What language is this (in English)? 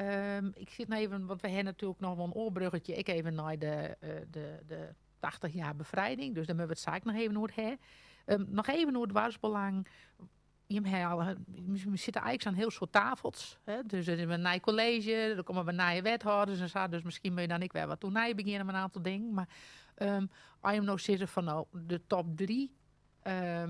Western Frisian